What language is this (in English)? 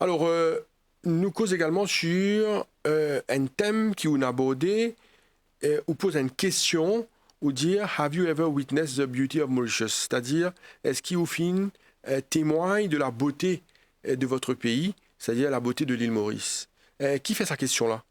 Morisyen